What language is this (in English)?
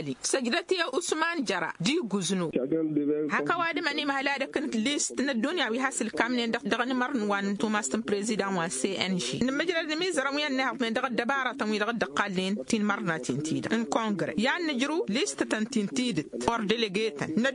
Tamasheq